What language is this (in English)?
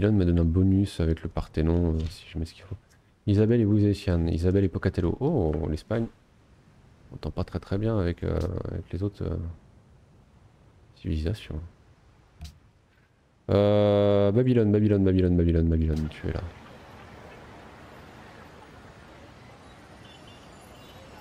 French